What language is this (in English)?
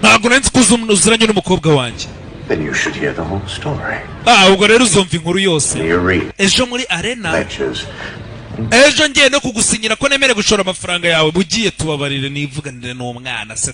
Kinyarwanda